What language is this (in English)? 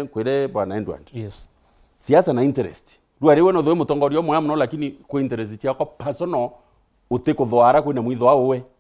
Meru